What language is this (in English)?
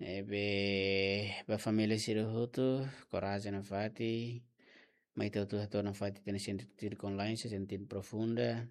Tetum